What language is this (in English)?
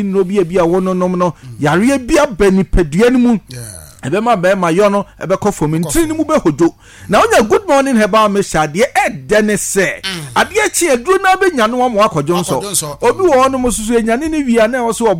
Akan